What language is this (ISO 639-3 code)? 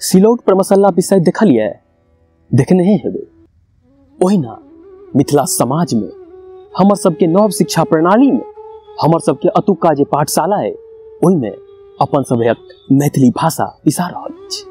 mai